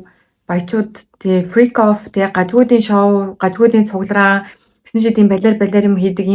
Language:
Mongolian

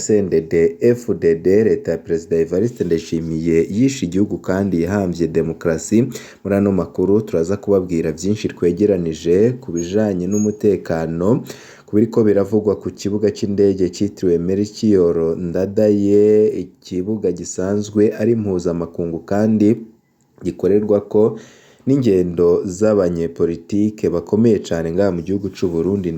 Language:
Rundi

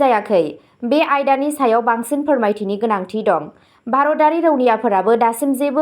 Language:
Bodo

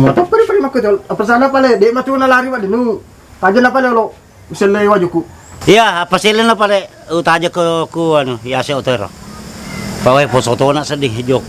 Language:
Buginese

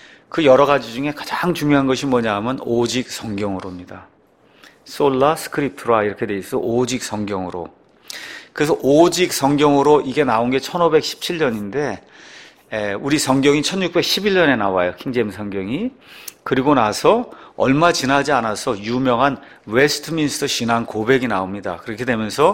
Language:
Korean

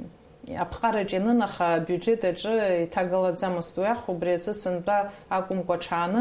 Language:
Abkhazian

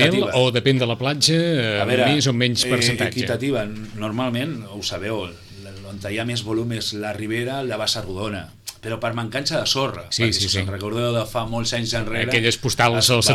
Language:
Catalan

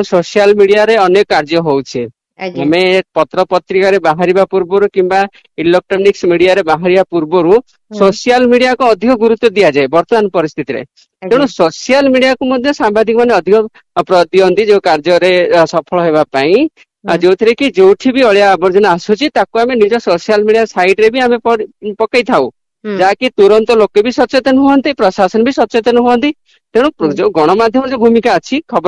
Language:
Odia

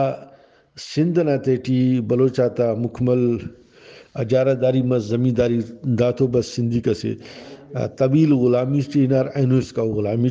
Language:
Brahui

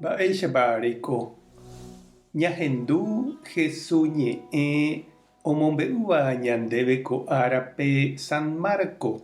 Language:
Guarani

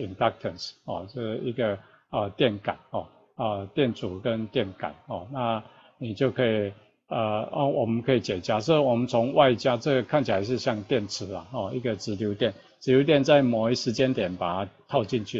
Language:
Chinese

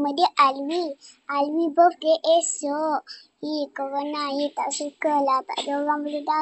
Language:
Malay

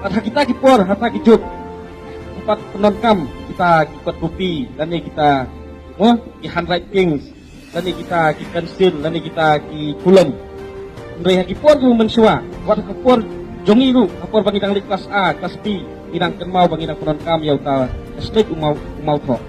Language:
Khasi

